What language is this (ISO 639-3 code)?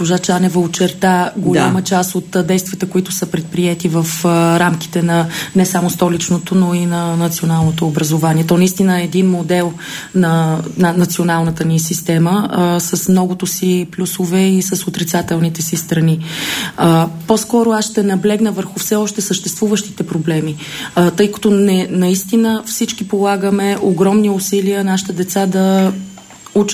bul